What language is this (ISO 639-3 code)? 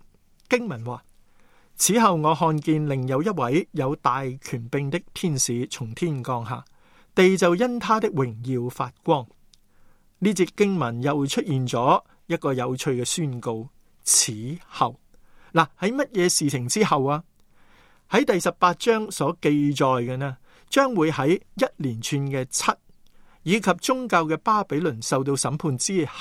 yue